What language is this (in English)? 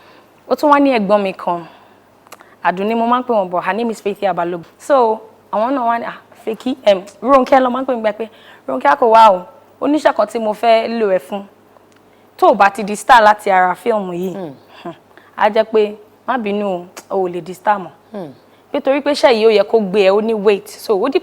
Yoruba